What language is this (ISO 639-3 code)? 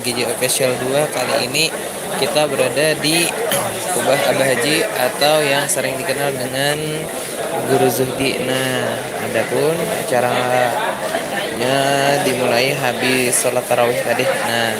bjn